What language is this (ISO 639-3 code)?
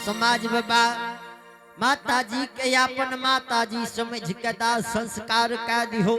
anp